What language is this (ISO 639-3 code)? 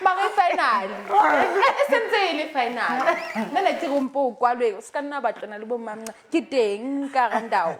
sot